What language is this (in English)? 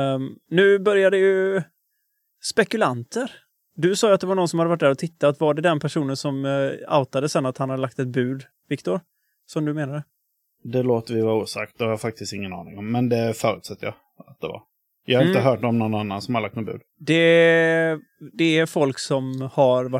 Swedish